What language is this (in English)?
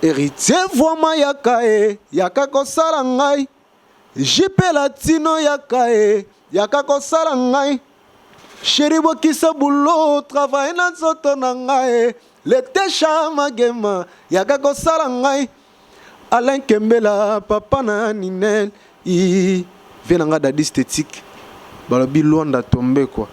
Lingala